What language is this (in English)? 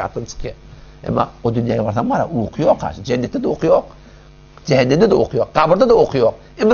Turkmen